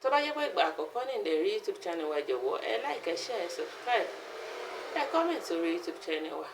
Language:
Yoruba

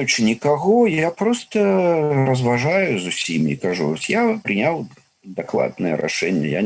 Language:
Belarusian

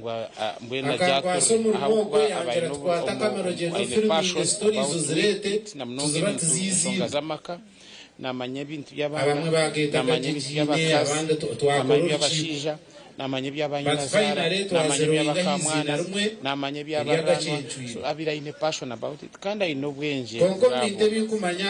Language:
Nyankole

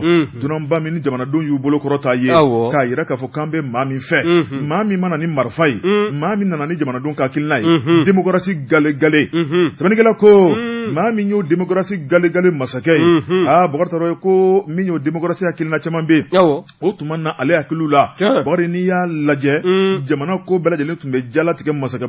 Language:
Bambara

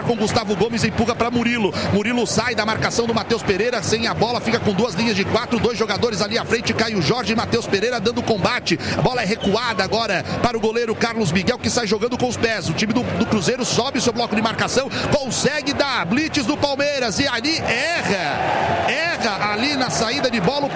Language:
Portuguese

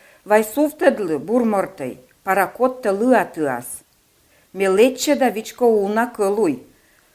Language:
Komi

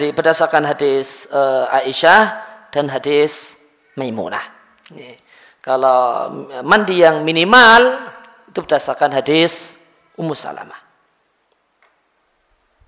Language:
Indonesian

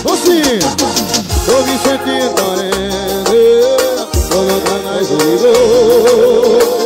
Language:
Portuguese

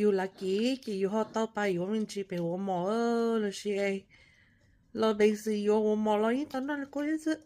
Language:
Hmong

